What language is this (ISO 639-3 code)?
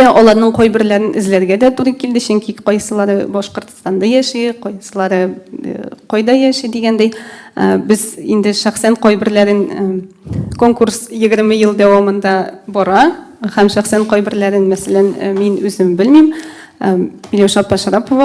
tat